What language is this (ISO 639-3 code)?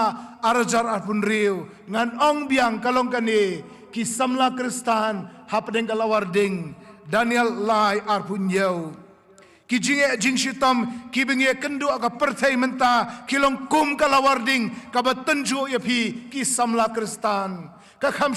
kha